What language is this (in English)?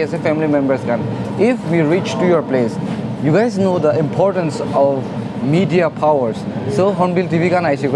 Naga Pidgin